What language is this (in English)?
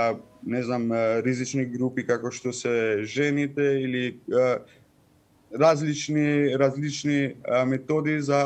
Macedonian